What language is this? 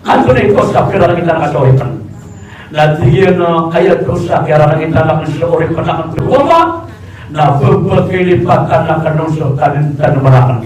Maranao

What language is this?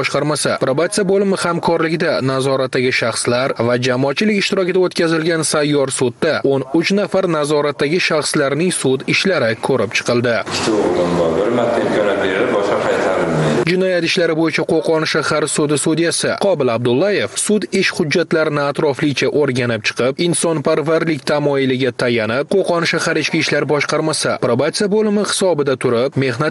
Uzbek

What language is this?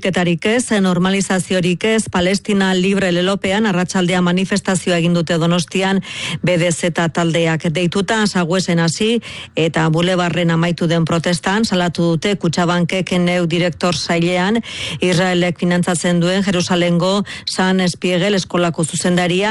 Basque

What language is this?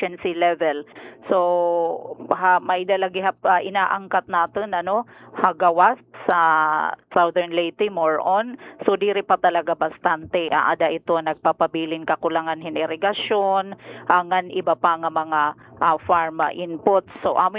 Waray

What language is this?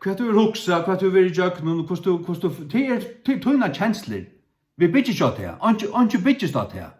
Faroese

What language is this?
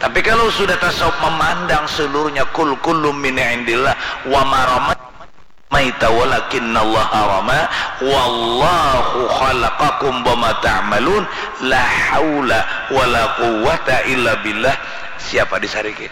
Banjar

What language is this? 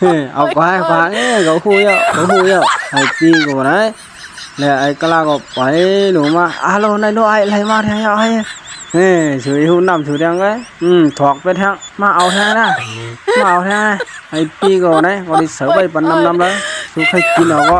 Shan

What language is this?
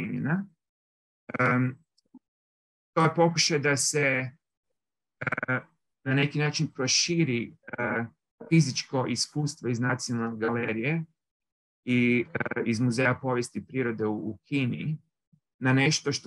Croatian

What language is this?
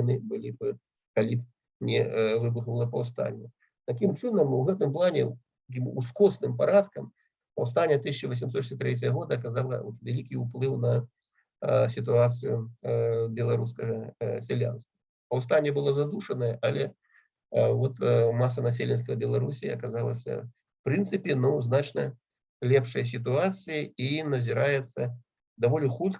Belarusian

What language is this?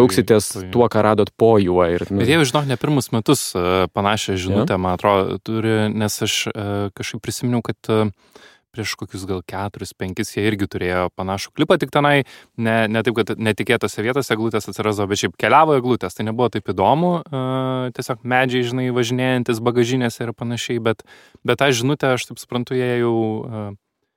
Lithuanian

